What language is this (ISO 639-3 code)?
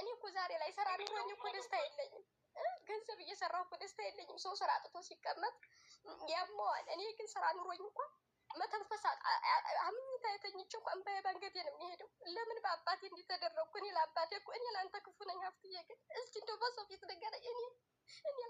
amh